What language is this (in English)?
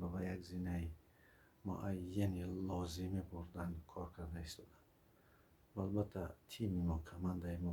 Tajik